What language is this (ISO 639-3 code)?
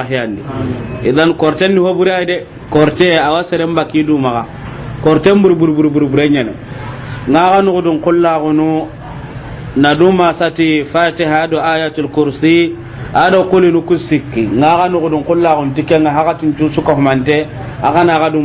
snk